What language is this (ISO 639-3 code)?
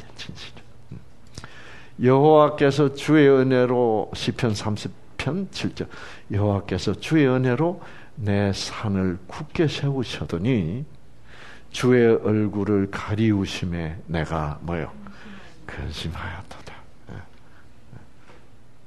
kor